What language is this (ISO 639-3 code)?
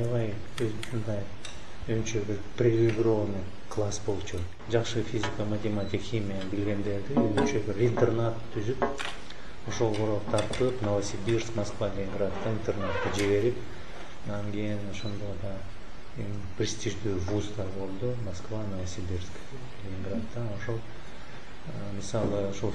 kir